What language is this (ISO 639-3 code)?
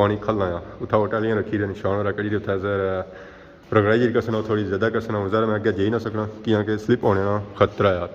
phr